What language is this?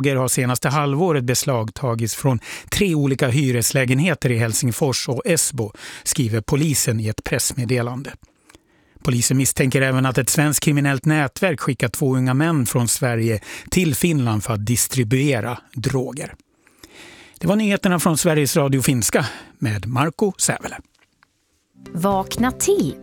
Swedish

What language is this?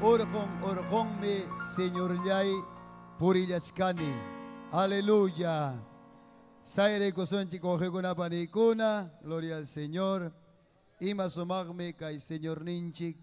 Ayacucho Quechua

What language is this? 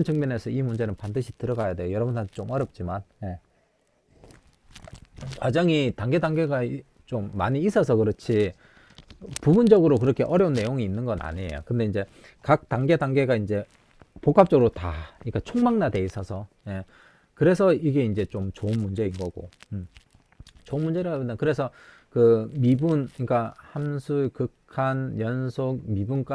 Korean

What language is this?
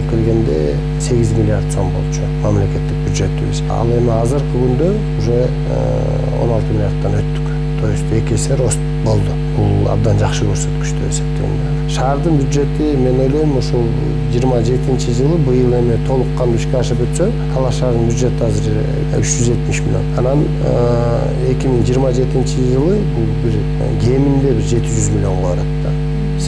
Kyrgyz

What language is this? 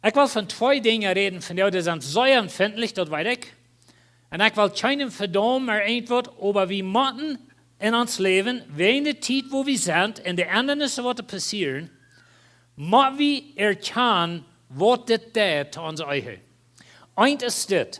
Plautdietsch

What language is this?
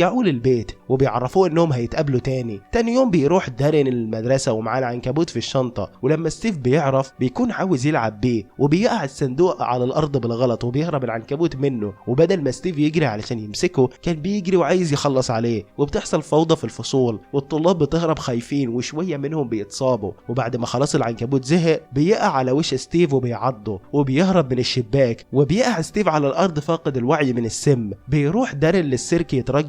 Egyptian Arabic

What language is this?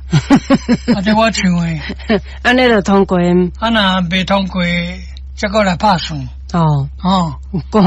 Min Nan Chinese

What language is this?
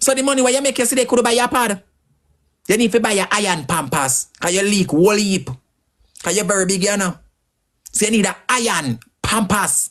Jamaican Creole English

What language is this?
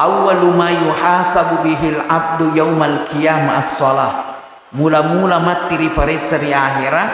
Buginese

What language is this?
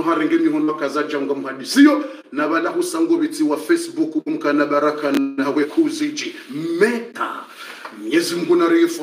Swahili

